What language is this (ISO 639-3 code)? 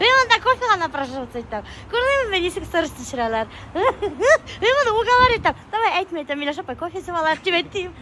bak